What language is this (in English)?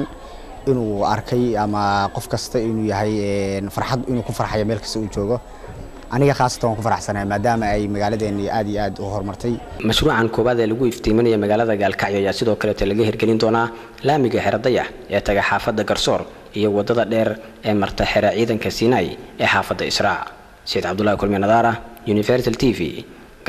Somali